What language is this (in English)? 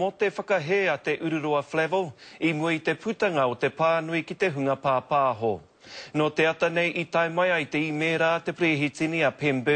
Māori